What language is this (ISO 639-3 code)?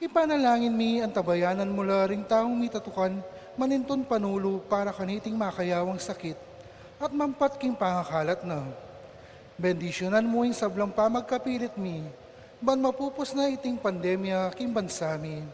pam